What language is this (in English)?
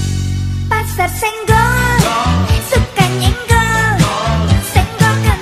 Indonesian